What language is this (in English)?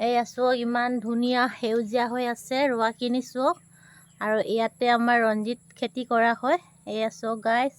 Assamese